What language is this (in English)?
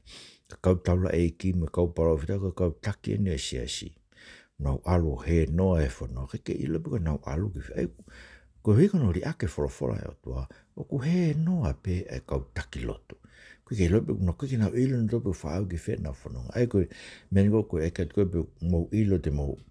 Tongan